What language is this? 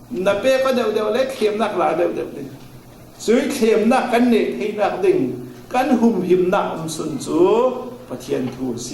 Falam Chin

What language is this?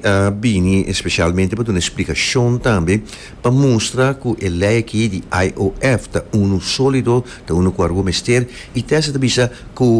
Papiamento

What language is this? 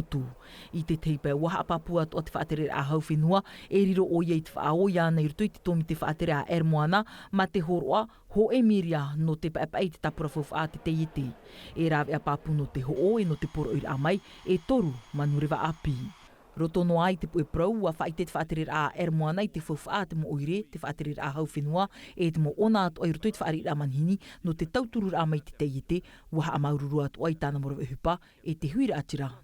Tahitian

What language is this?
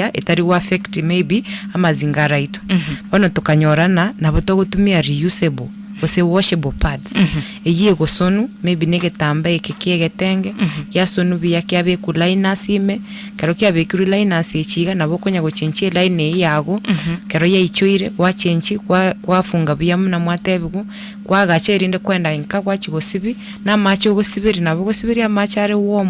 Gusii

